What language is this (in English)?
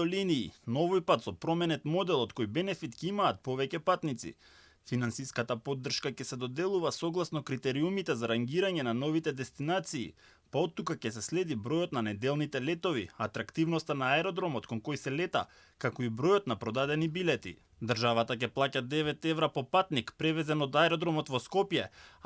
Macedonian